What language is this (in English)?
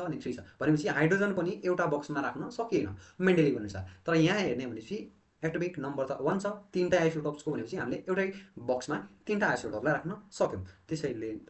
Nepali